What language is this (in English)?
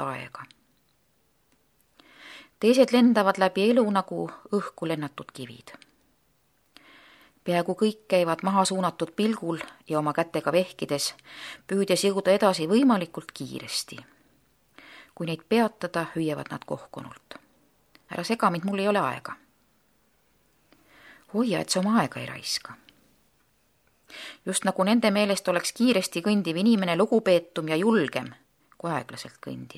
Estonian